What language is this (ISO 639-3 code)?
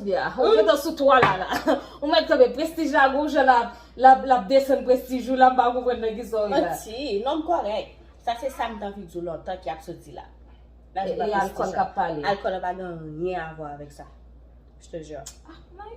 hat